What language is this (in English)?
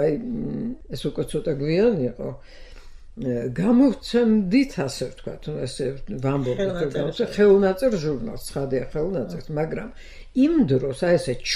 Georgian